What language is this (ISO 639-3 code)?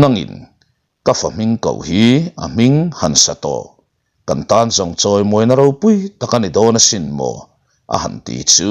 lus